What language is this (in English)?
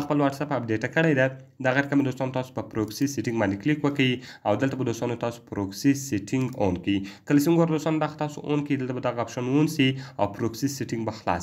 Pashto